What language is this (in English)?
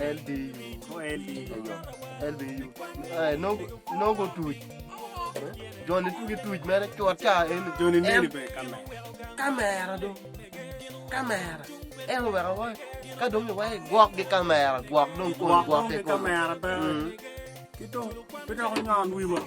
Acoli